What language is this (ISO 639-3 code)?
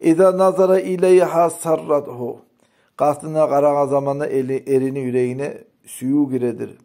kum